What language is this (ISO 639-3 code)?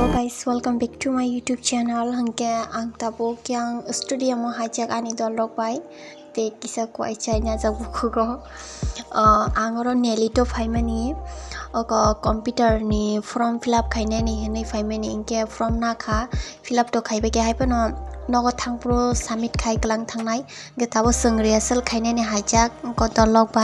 trp